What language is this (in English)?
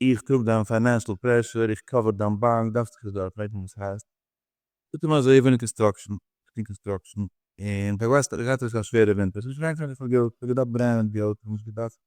Yiddish